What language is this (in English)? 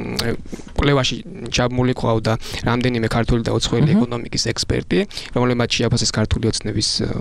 Georgian